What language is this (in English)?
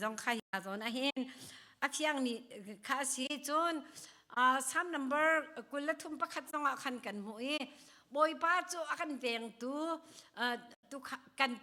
Hakha Chin